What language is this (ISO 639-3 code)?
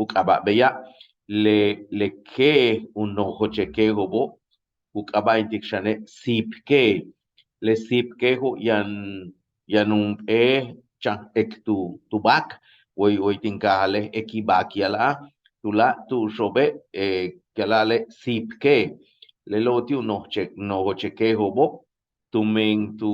yua